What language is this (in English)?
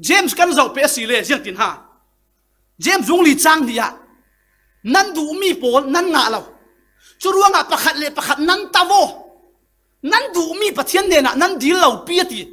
Falam Chin